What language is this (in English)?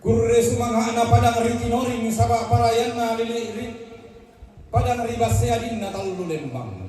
Toraja-Sa'dan